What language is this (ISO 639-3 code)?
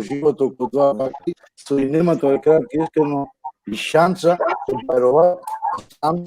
rmn